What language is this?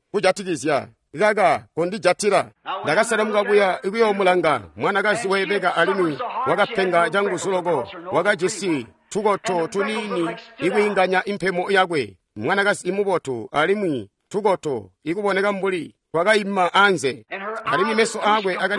Tonga (Zambia)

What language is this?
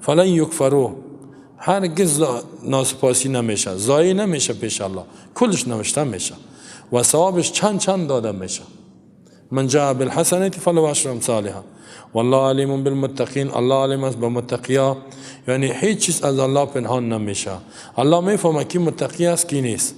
Persian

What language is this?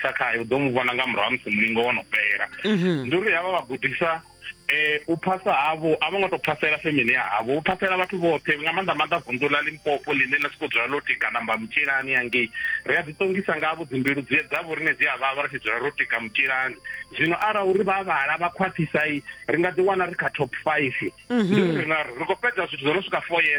Venda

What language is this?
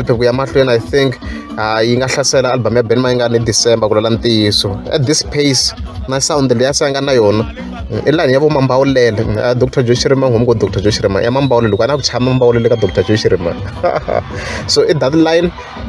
Tsonga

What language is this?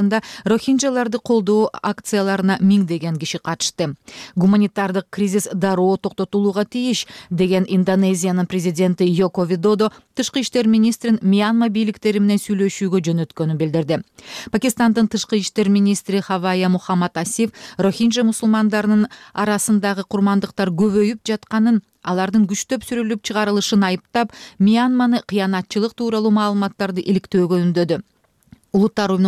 Kyrgyz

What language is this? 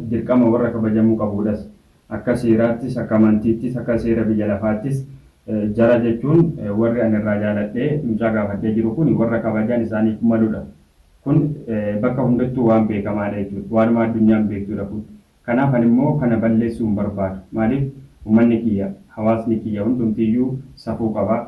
Oromo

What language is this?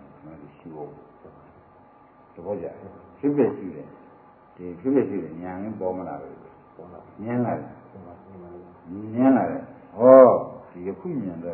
Burmese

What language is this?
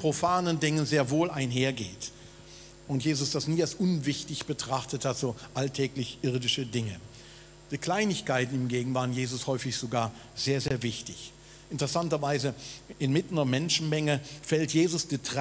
Swiss German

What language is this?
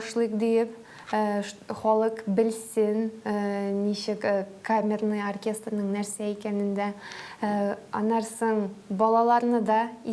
Tatar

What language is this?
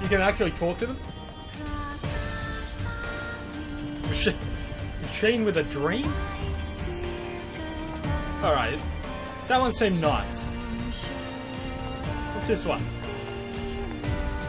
English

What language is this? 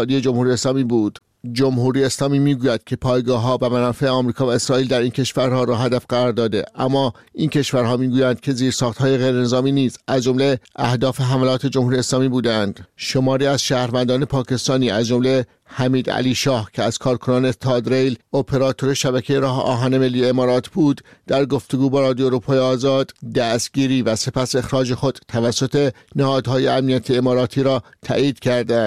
Persian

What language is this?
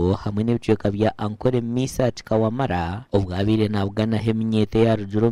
Nyankole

